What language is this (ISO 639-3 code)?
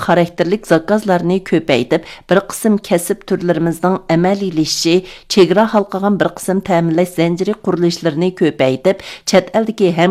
uig